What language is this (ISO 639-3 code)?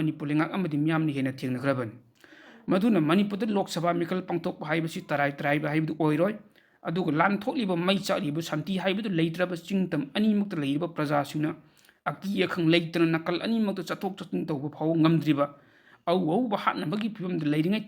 mni